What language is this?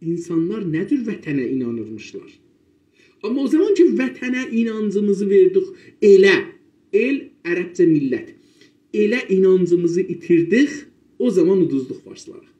South Azerbaijani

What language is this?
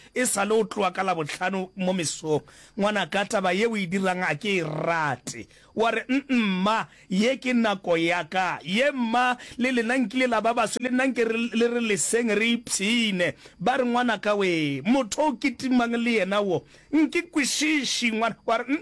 Northern Sotho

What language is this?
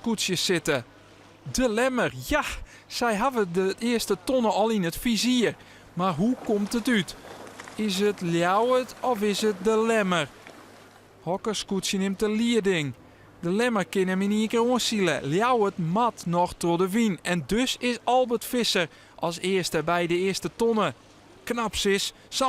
Western Frisian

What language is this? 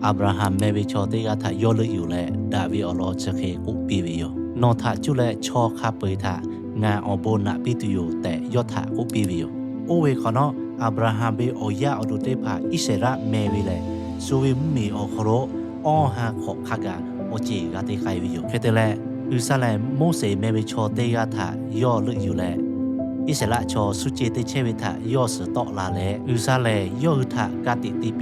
Lahu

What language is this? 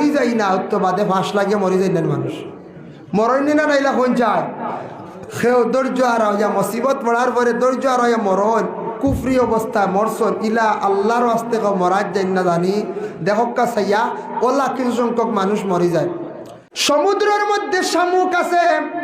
Sylheti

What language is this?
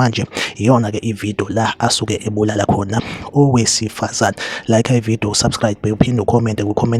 Zulu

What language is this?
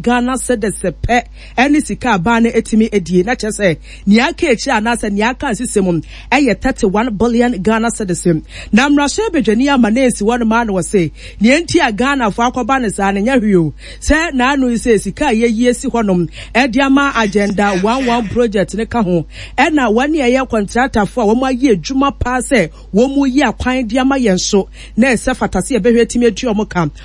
Akan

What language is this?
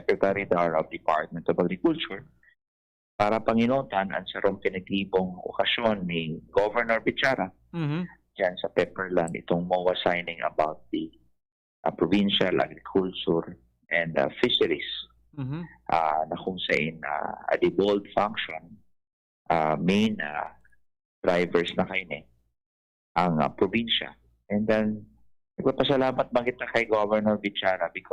Bikol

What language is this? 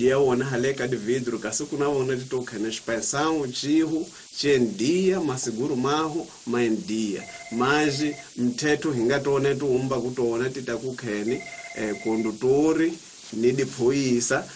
Tsonga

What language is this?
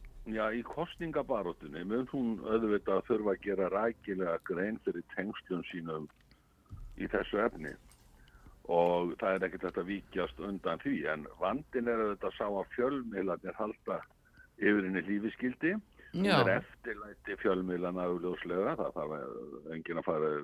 Icelandic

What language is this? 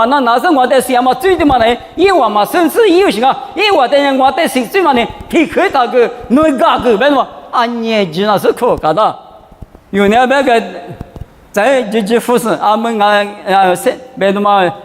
Lisu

